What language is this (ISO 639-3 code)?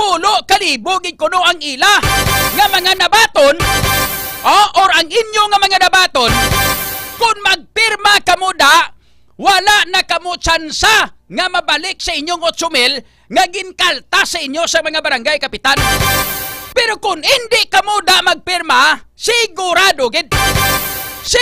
hil